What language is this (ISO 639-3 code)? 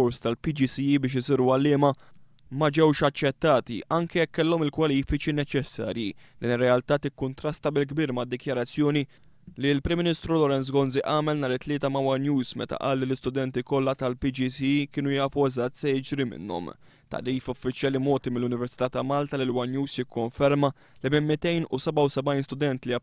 mlt